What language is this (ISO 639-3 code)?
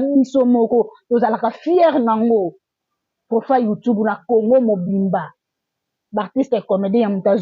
lin